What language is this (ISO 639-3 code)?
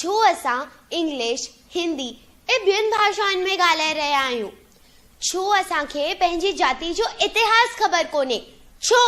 snd